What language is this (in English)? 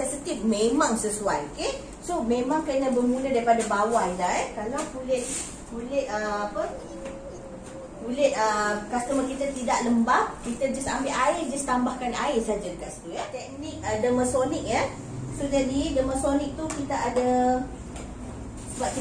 Malay